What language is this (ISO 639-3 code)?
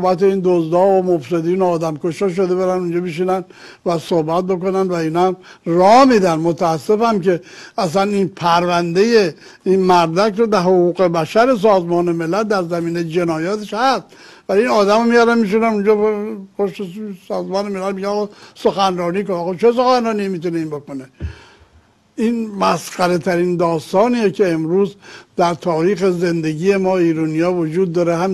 fas